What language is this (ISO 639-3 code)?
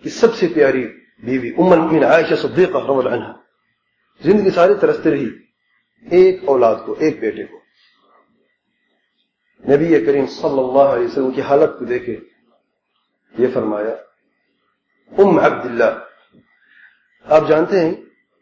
urd